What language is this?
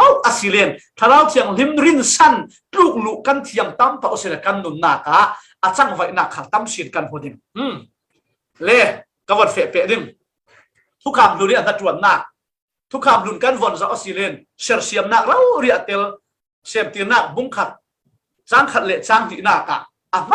Falam Chin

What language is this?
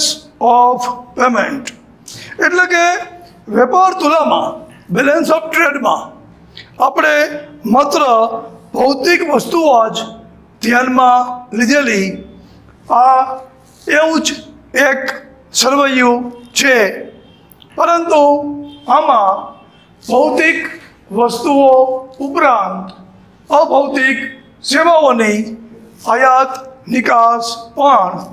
Gujarati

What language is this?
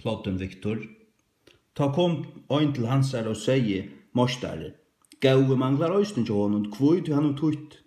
Faroese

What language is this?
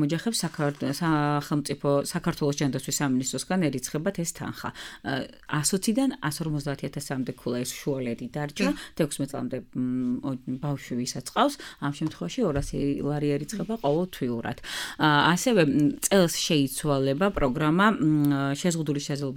Georgian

